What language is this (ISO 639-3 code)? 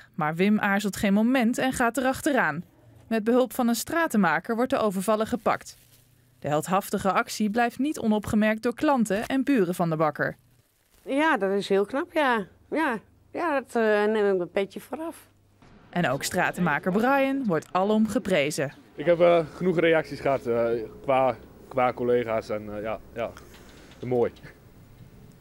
nld